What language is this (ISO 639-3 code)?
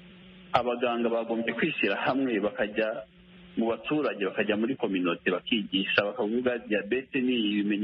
kin